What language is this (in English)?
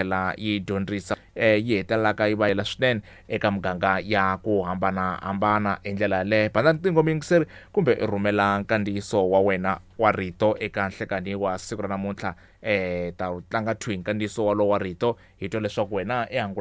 Tsonga